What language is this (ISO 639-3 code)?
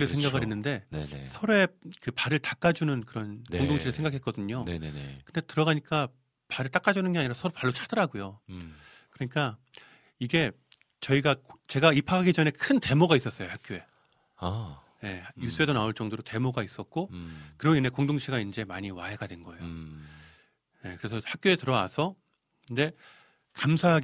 kor